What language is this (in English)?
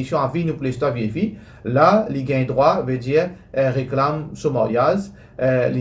Morisyen